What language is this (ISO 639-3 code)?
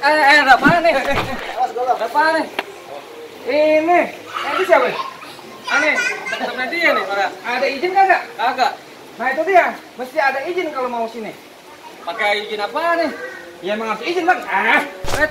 bew